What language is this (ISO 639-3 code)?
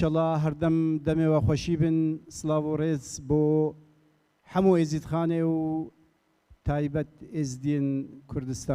kur